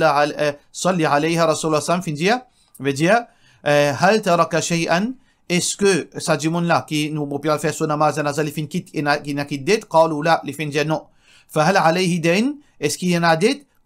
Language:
Morisyen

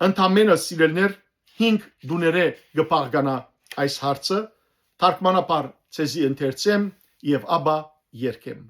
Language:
Western Armenian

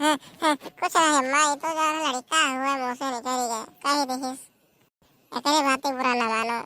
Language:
Awadhi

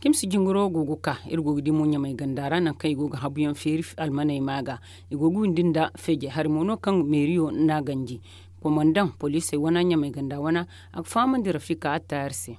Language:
Zarma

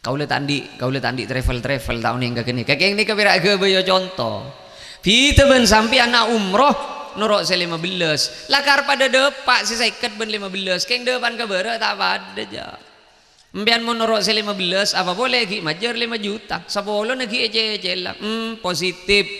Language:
Madurese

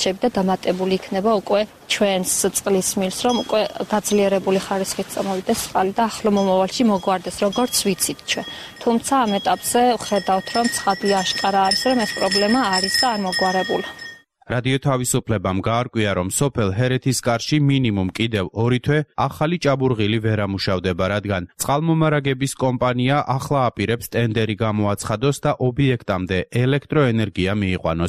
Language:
Georgian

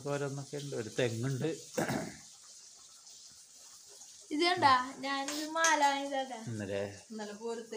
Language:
Malayalam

